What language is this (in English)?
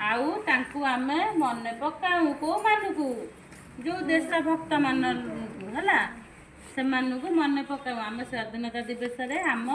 Odia